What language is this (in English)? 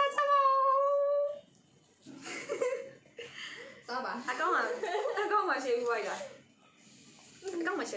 Burmese